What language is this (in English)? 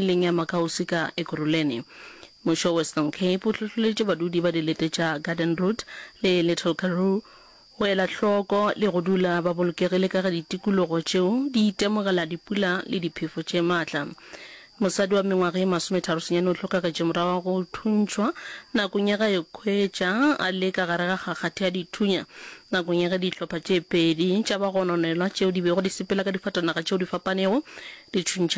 Northern Sotho